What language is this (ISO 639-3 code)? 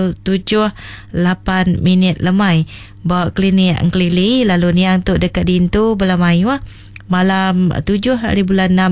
iba